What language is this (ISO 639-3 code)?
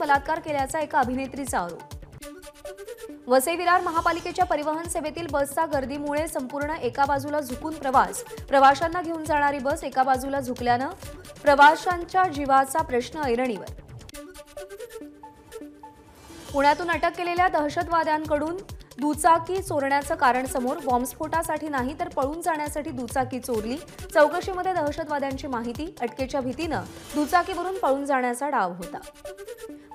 mar